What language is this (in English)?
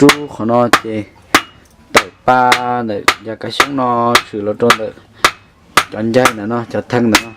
Hmong